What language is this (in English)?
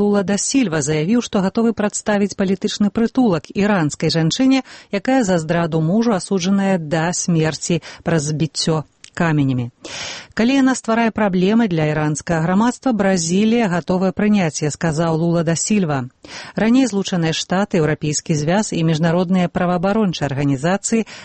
Belarusian